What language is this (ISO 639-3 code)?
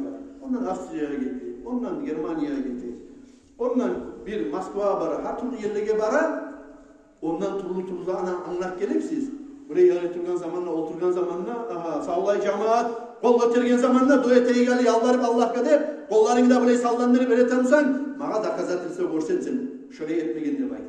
kum